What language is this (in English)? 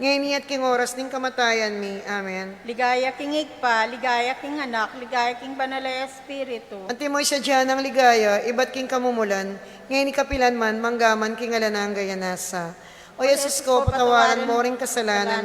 Pampanga